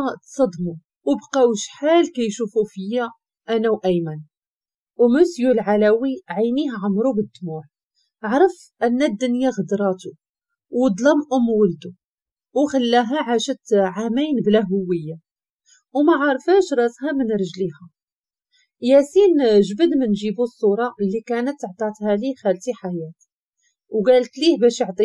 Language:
Moroccan Arabic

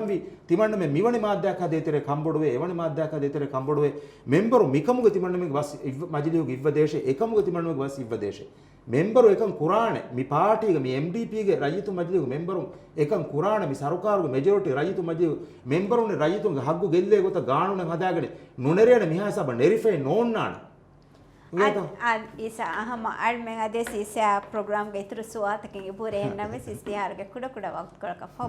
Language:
Divehi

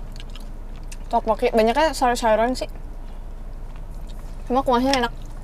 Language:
Indonesian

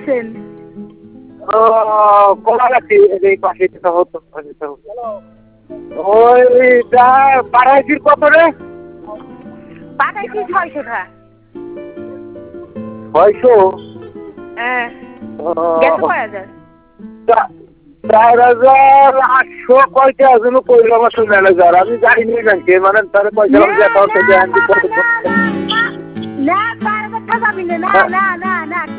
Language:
Bangla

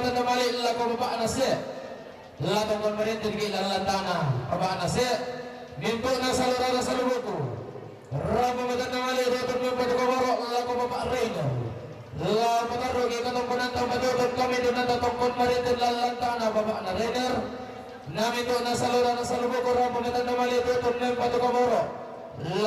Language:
Toraja-Sa'dan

